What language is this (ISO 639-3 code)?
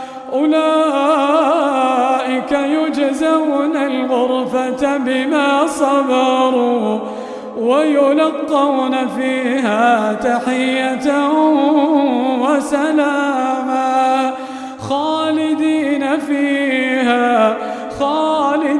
ara